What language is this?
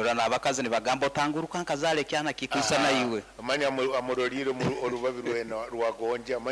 Nyankole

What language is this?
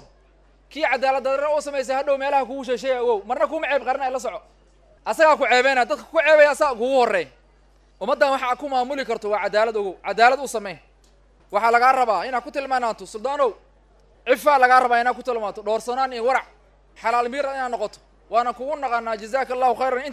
Somali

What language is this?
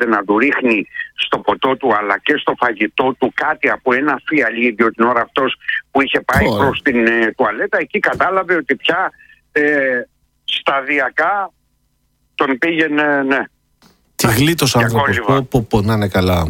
Greek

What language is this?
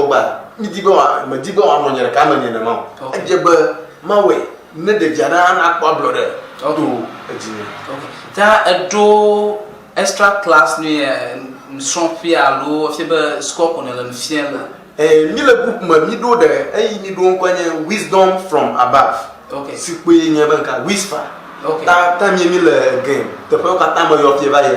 Ewe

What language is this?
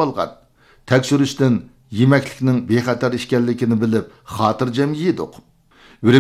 Uyghur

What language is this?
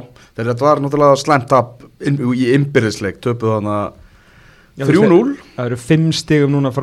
Icelandic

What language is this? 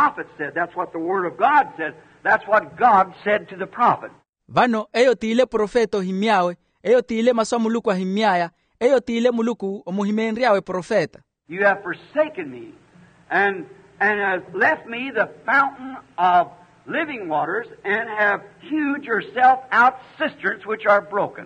Makhuwa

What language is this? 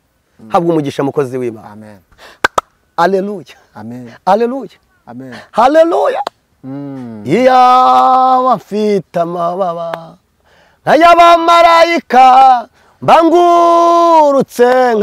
Kinyarwanda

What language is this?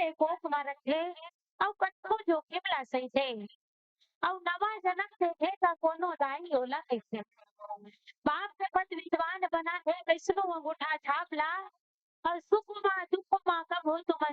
Chhattisgarhi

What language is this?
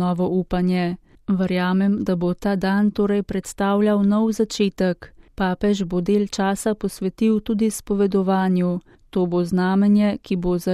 Slovenian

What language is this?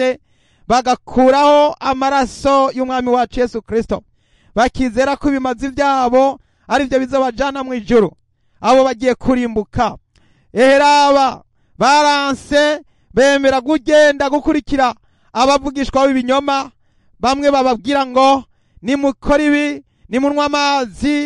Rundi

